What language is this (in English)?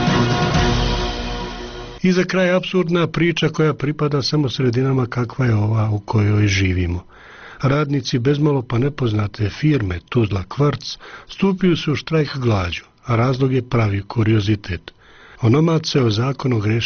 Bosnian